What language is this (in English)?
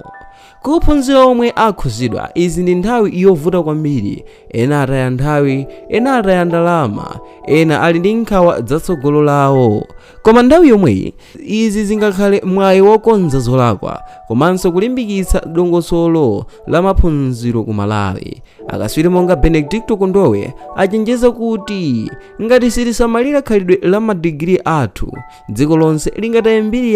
Nyanja